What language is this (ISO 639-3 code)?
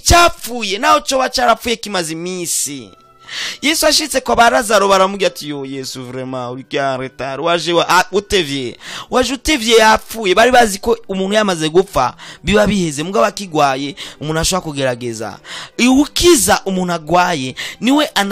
run